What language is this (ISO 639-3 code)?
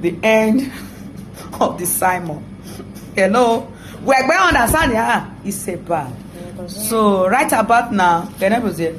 pcm